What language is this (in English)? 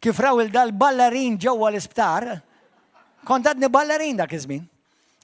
Maltese